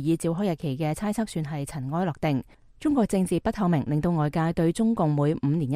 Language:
Cantonese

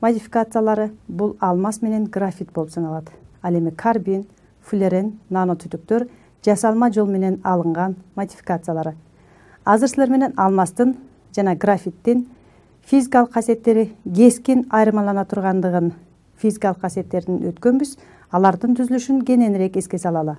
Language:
Kyrgyz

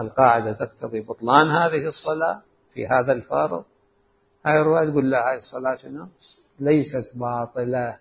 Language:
Mesopotamian Arabic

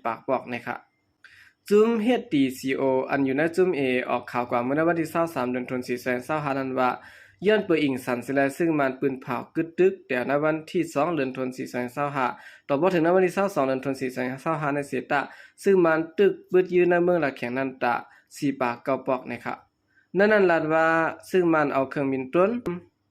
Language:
Shan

